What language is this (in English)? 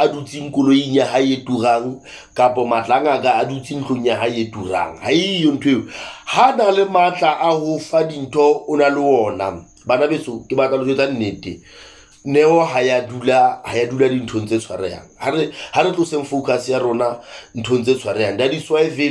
Southern Sotho